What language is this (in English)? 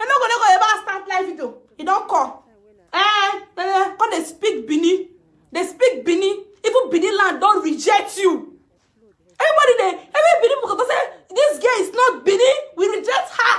Nigerian Pidgin